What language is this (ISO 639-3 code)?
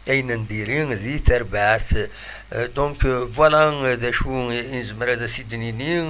kab